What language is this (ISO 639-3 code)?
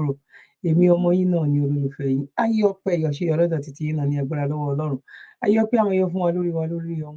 yor